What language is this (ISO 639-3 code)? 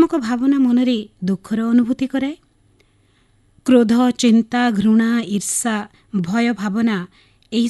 ori